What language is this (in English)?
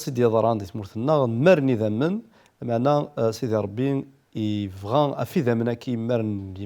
Kabyle